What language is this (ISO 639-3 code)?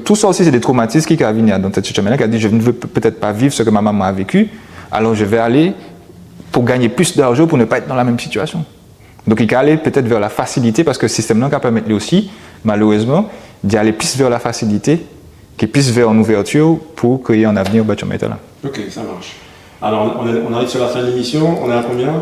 gcf